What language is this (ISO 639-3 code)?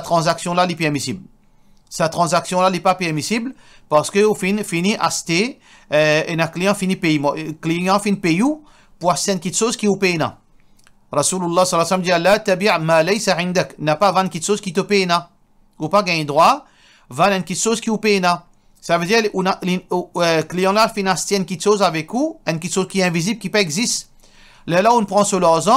mfe